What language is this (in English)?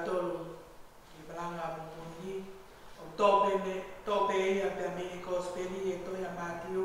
Tongan